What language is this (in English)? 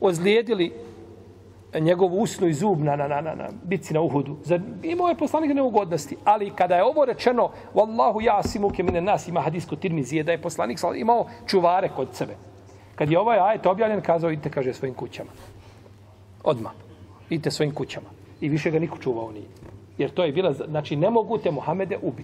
Bosnian